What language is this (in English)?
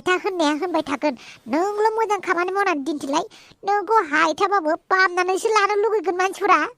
Bodo